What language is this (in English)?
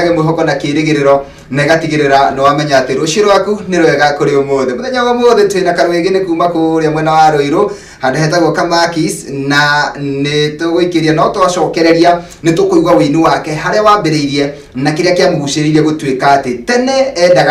Kikuyu